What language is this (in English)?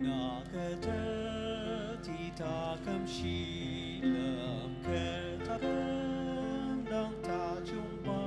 Ao Naga